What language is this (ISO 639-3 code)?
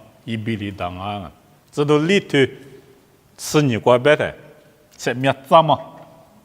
lis